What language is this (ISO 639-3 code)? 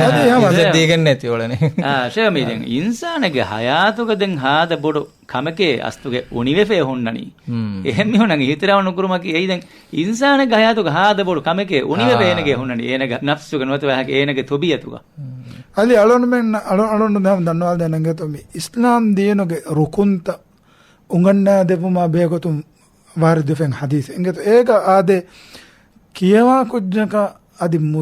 div